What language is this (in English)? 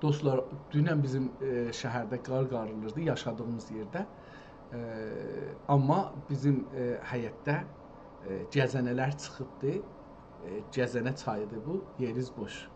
South Azerbaijani